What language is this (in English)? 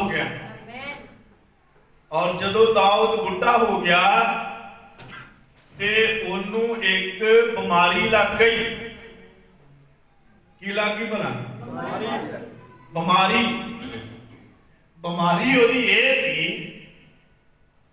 Punjabi